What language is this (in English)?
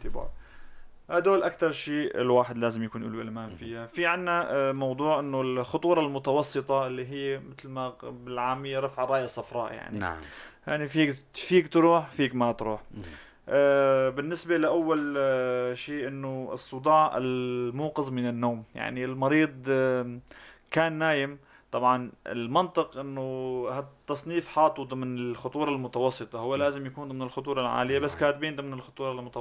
North Levantine Arabic